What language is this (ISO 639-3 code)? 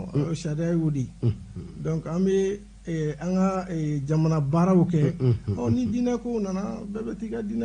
bam